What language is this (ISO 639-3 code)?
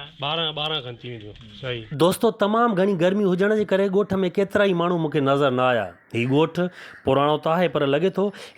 snd